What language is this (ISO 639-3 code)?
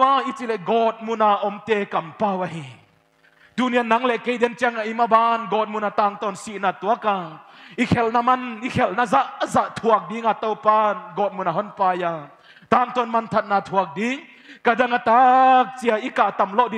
pck